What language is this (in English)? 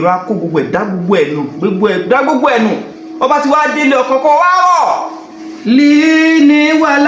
Yoruba